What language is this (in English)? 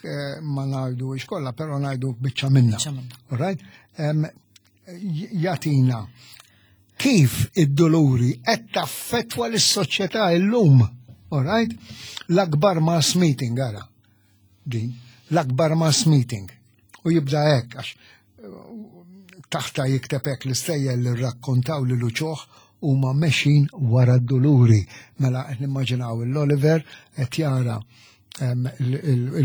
Maltese